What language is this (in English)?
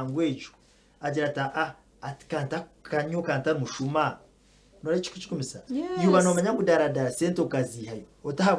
Nyankole